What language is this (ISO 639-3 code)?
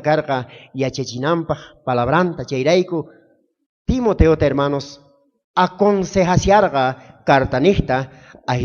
quh